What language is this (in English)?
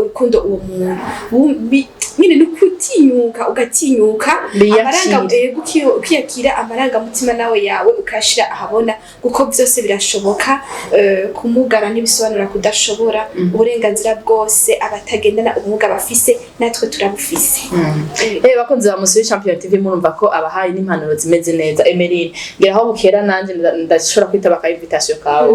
Rundi